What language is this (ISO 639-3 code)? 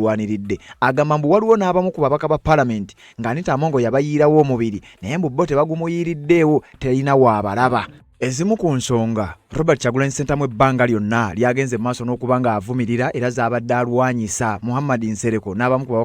lug